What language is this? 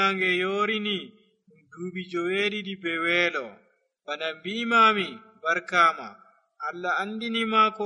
Nigerian Fulfulde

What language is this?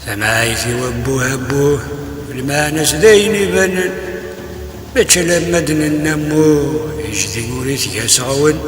Kabyle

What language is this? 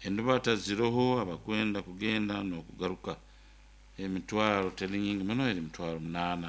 Nyoro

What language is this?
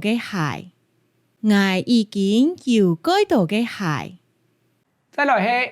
Hakka Chinese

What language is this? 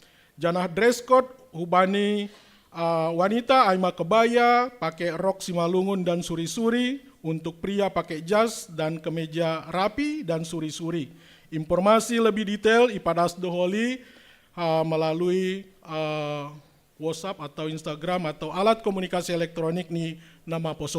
Batak Simalungun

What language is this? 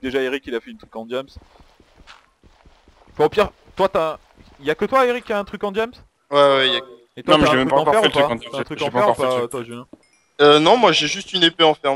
French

